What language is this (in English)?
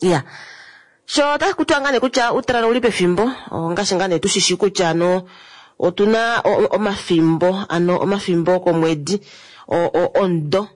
Kuanyama